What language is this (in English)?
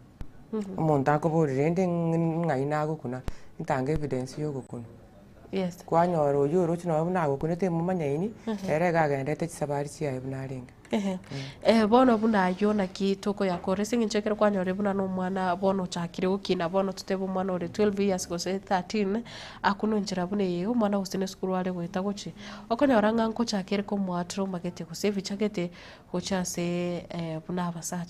Gusii